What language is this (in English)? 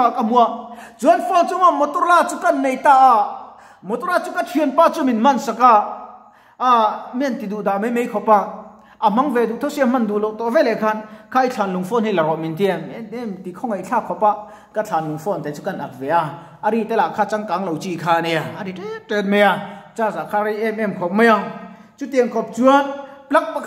Mizo